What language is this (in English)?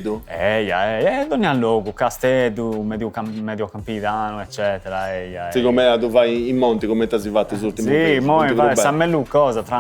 Sardinian